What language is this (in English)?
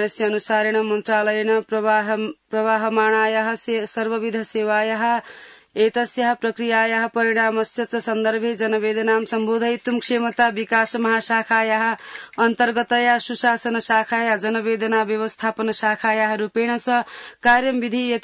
Sanskrit